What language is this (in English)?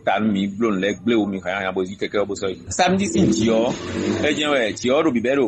Fon